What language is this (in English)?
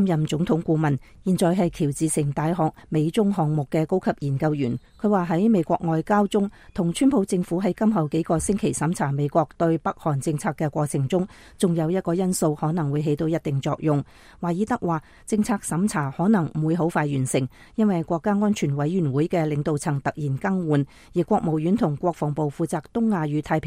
Cantonese